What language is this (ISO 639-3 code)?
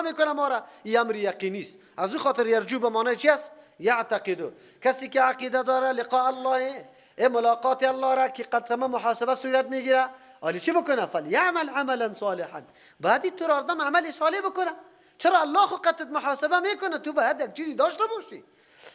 fas